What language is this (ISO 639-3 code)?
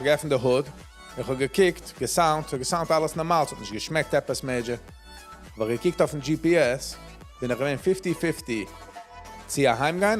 yid